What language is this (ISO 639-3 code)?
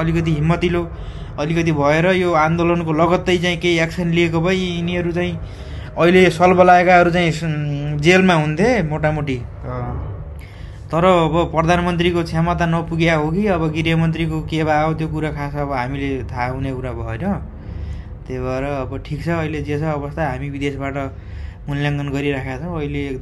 nep